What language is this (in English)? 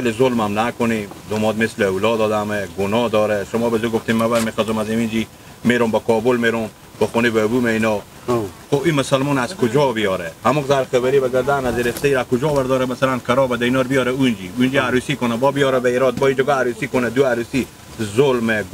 Hazaragi